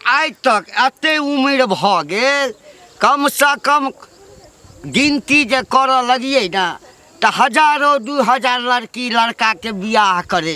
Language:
Maithili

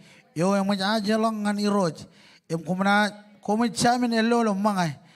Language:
Marshallese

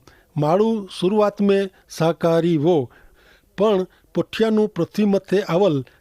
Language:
Kachhi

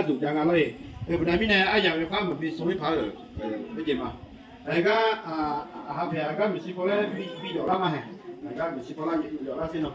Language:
Akha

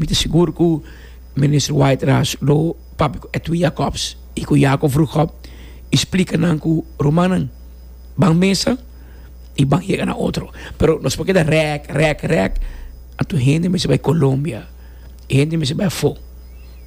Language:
Papiamento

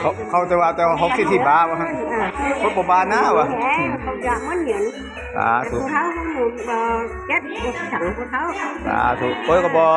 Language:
Lao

